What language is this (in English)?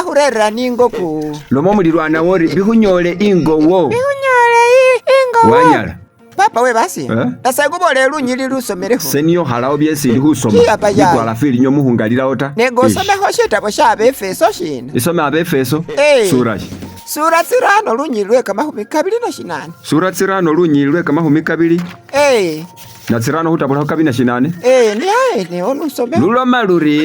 Masaaba